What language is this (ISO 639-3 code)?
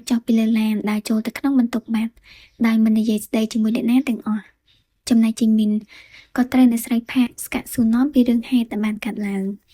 khm